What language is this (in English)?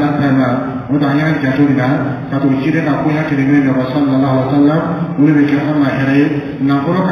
Dyula